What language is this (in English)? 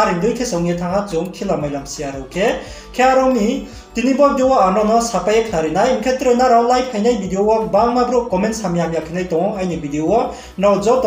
Riang (India)